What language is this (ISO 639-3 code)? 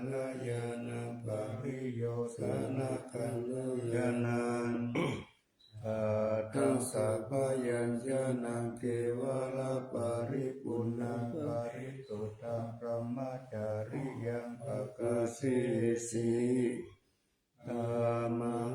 pli